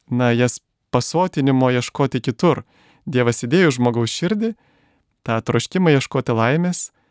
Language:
Lithuanian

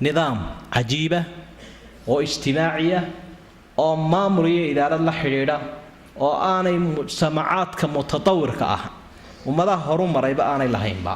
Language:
Somali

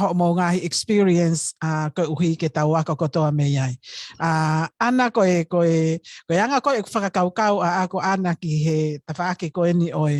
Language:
Tongan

